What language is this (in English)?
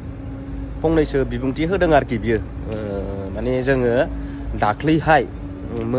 Bodo